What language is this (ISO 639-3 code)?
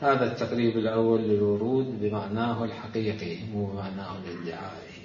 acm